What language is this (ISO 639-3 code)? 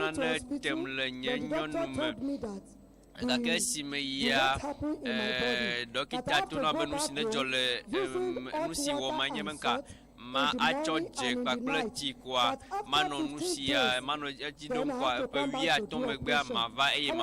ewe